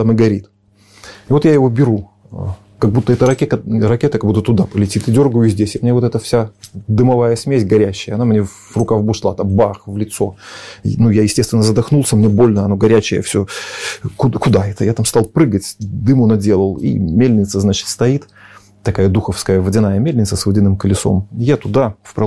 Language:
Russian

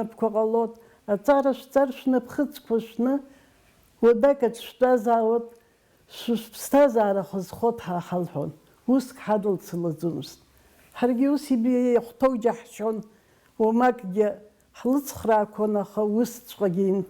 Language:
Abkhazian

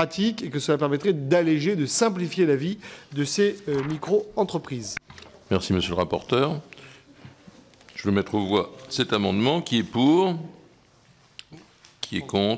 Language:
French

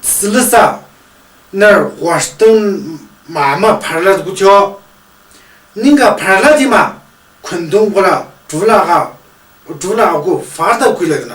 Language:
Tu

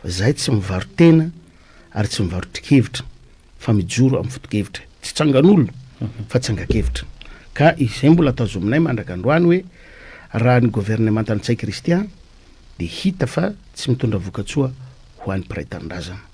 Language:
Malagasy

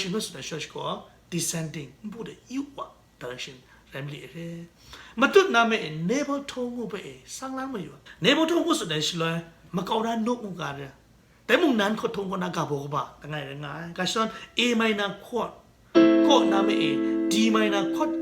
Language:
Kachin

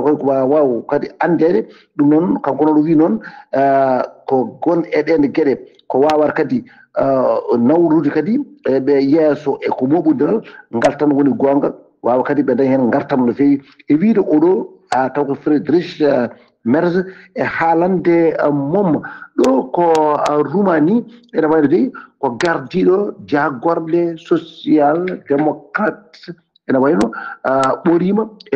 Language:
Fula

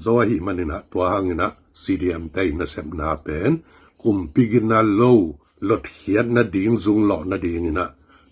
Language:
Tedim Chin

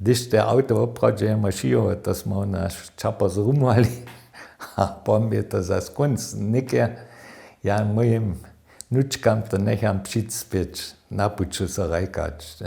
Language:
Upper Sorbian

